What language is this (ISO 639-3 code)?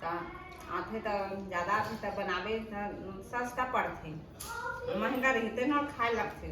hne